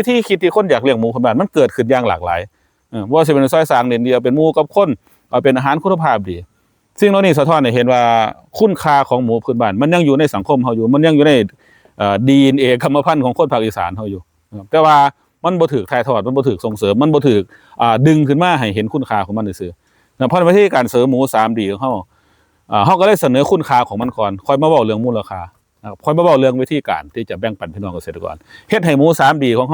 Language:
Northeastern Thai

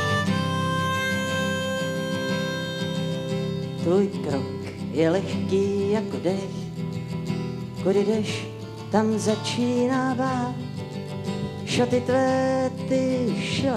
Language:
Czech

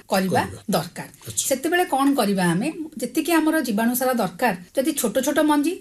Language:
Odia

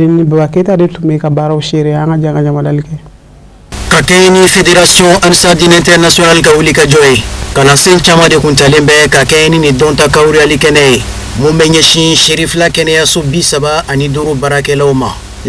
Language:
Bambara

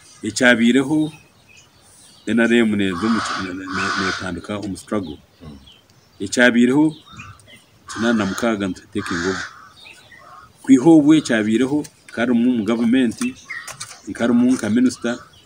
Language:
Kinyarwanda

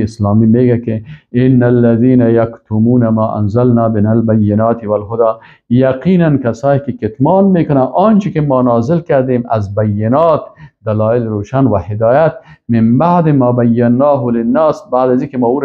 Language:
Persian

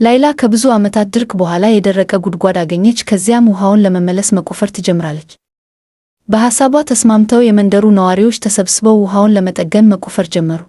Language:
Amharic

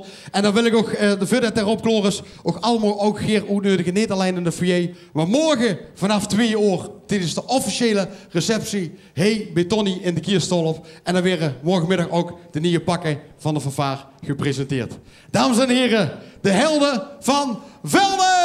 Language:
Limburgish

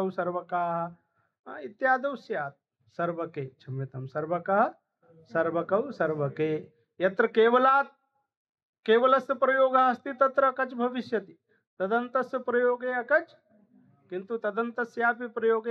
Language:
Sanskrit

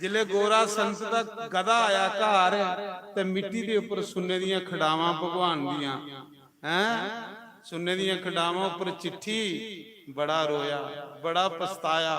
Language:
Dogri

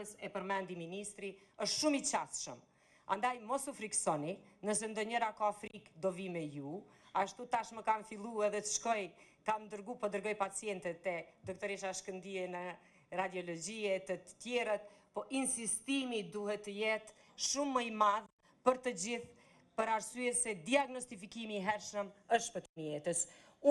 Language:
Albanian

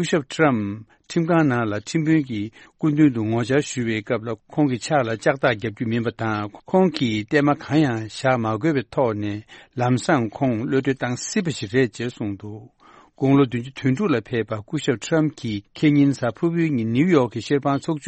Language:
Tibetan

